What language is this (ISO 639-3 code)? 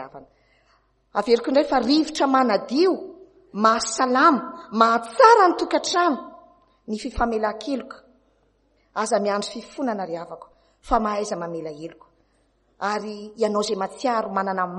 mlg